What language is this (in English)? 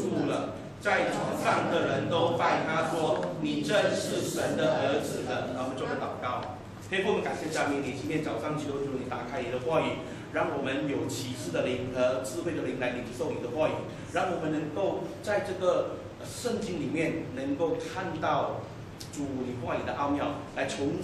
Chinese